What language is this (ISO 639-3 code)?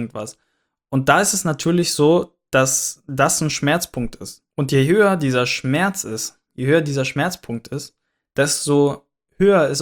deu